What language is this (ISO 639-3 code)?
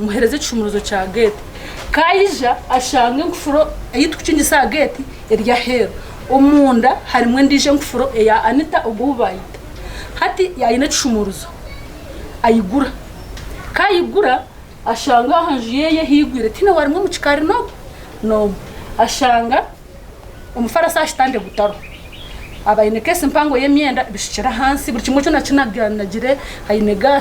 nyn